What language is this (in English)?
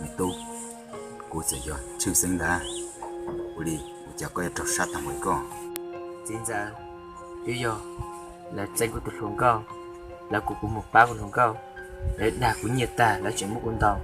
Hmong